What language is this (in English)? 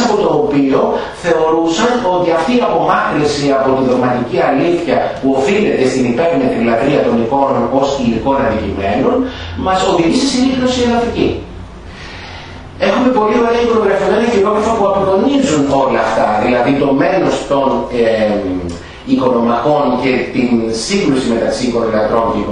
Greek